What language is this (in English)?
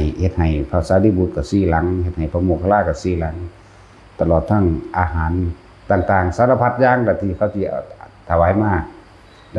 Northeastern Thai